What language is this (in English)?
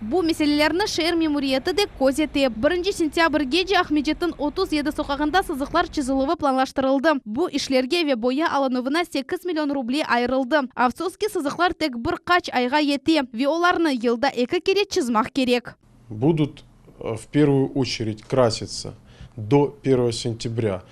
Crimean Tatar